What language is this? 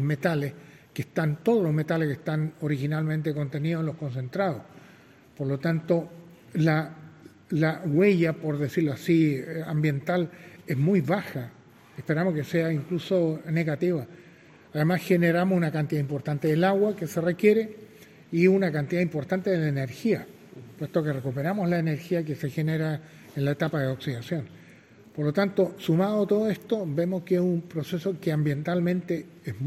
Spanish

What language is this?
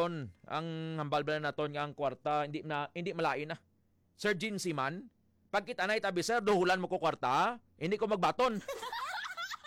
Hiligaynon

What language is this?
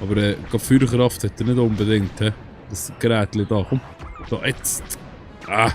Swiss German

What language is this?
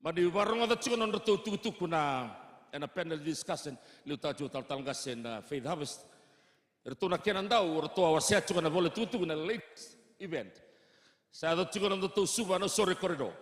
Fijian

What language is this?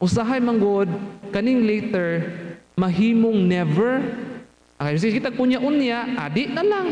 Cebuano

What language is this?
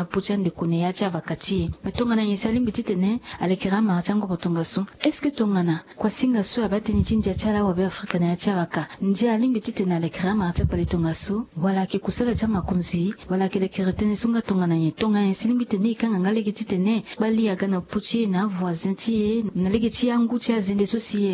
Sango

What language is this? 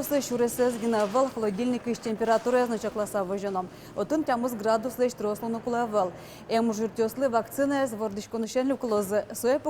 Udmurt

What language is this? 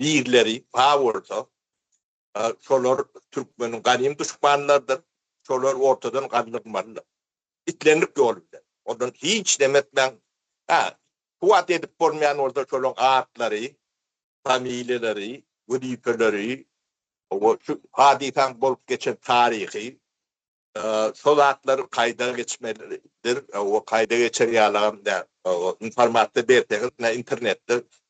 Turkmen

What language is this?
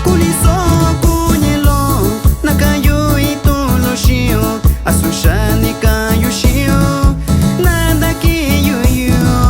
Metlatónoc Mixtec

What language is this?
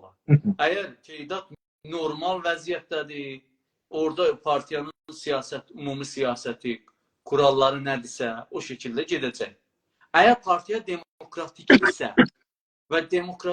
South Azerbaijani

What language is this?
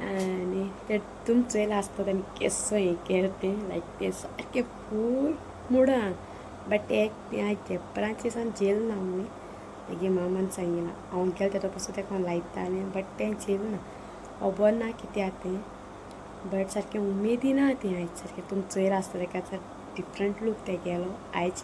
Konkani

